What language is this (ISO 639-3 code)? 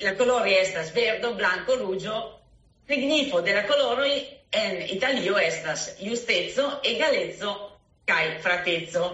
epo